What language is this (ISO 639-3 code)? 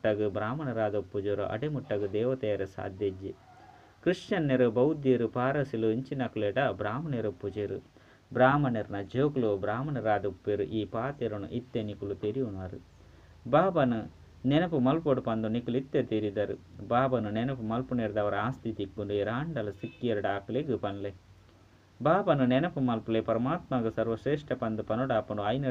tcy